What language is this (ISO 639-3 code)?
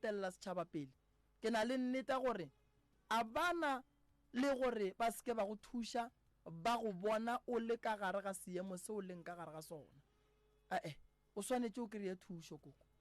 nso